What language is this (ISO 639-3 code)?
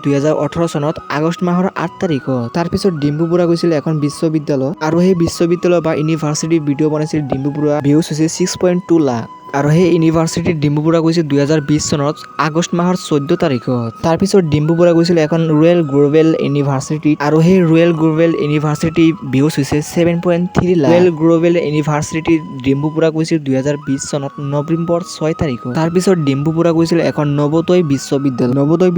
asm